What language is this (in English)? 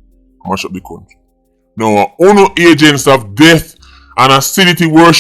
Jamaican Creole English